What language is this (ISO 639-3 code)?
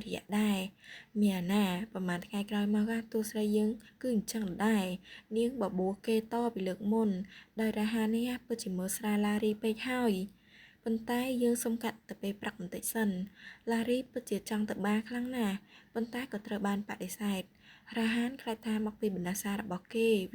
khm